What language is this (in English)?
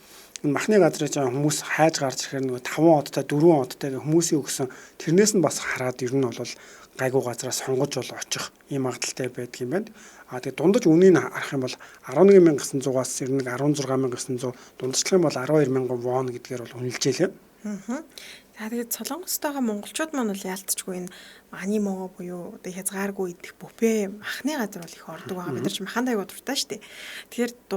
Mongolian